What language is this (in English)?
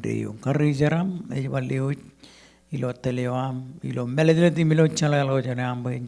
Marshallese